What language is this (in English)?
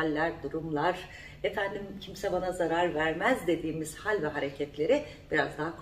Turkish